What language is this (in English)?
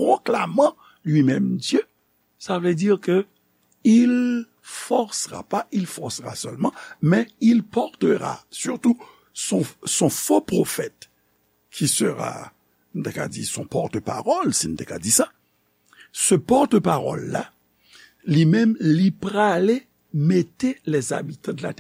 Haitian Creole